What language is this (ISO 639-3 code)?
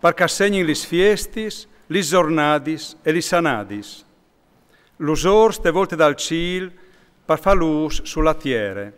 fur